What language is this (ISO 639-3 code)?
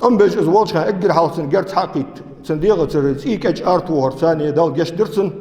inh